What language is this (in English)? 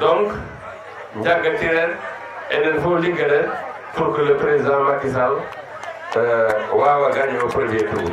Fula